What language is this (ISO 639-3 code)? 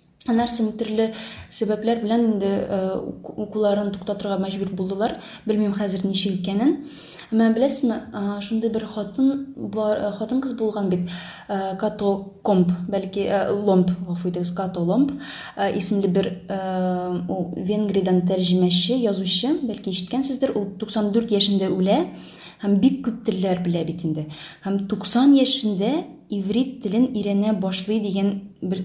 tat